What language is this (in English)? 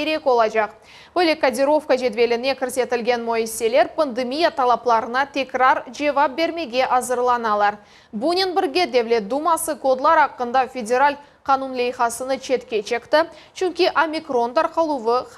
Crimean Tatar